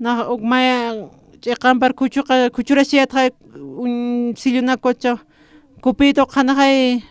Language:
Aymara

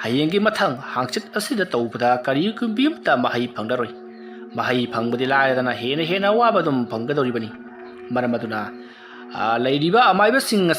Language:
Manipuri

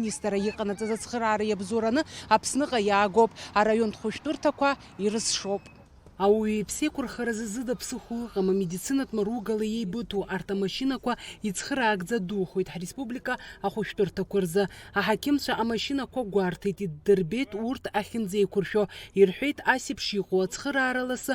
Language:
Abkhazian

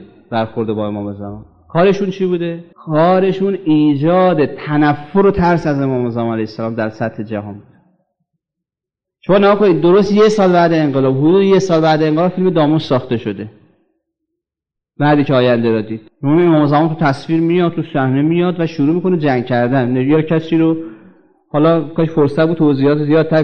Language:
Persian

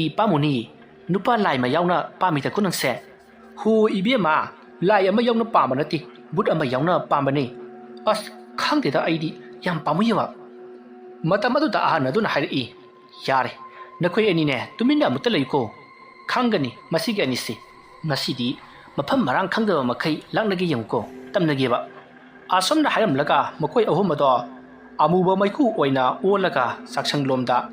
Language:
Manipuri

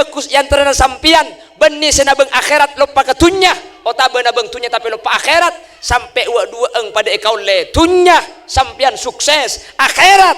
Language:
Madurese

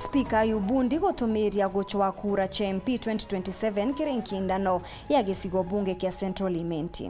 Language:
Meru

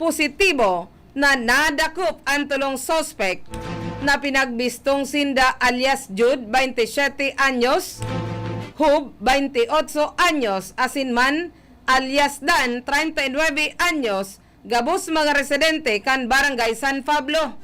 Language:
Bikol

